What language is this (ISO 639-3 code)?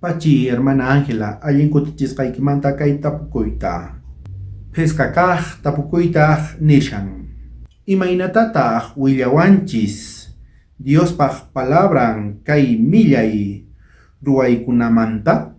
quh